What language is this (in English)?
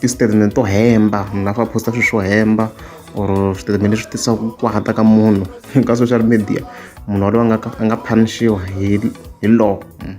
Tsonga